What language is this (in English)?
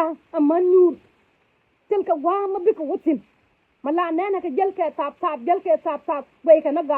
Nuer